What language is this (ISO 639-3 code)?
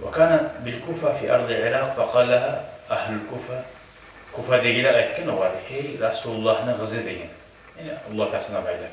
kum